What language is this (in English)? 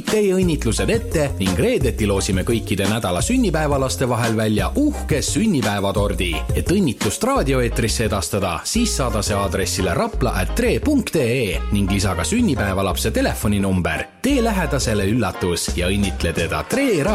Estonian